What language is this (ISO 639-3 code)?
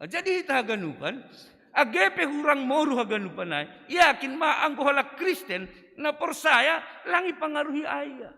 bts